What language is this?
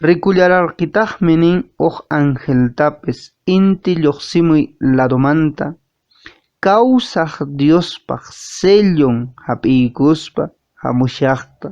Quechua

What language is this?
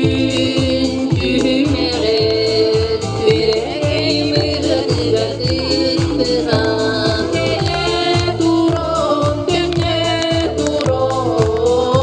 Yakut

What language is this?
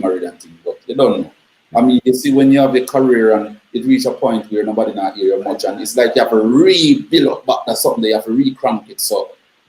Jamaican Creole English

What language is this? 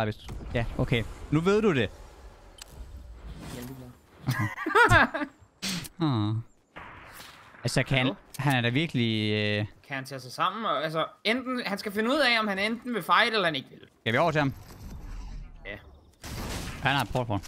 Danish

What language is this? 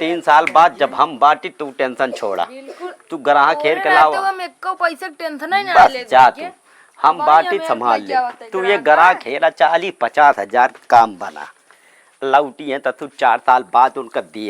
Awadhi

